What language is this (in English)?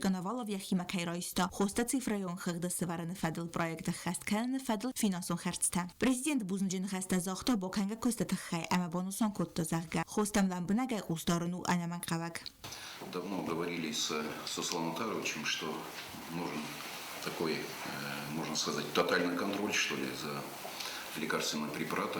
Ossetic